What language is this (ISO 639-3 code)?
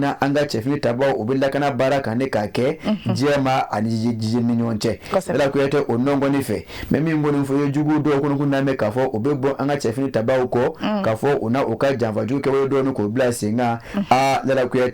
bam